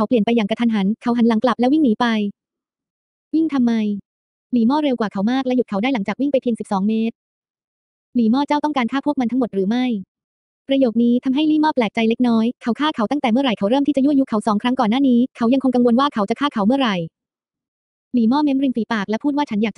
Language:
Thai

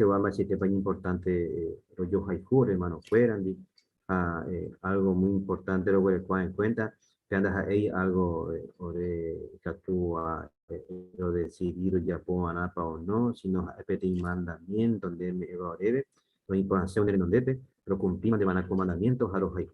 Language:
Guarani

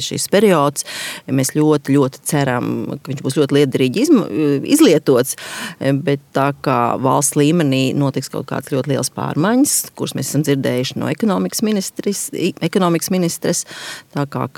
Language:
Latvian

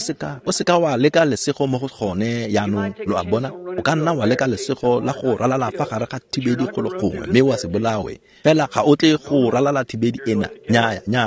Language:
Tswana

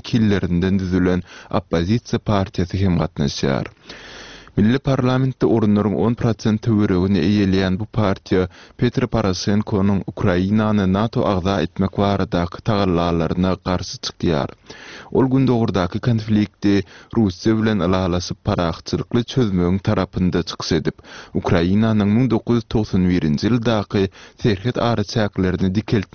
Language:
Turkmen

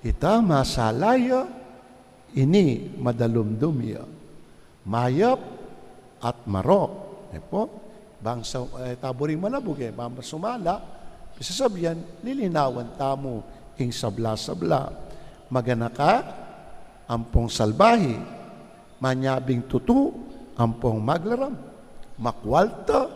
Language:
Pampanga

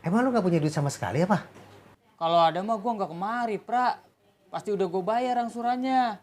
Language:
Betawi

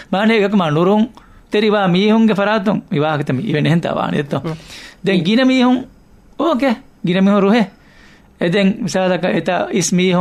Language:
Divehi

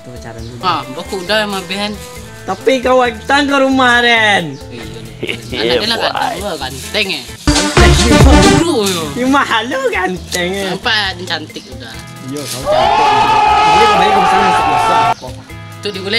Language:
Minangkabau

